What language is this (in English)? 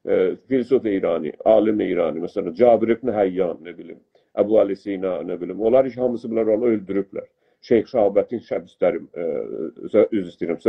South Azerbaijani